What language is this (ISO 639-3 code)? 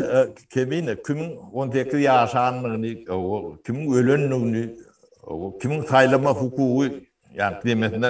tuk